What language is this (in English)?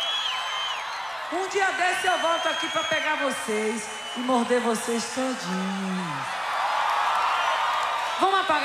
Portuguese